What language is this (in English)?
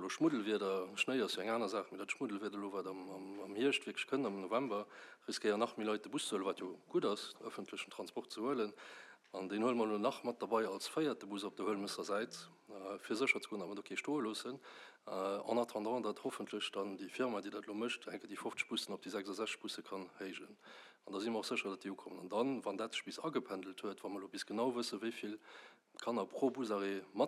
Luxembourgish